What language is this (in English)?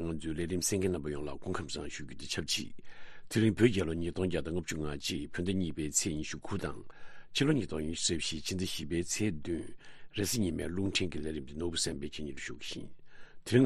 Tibetan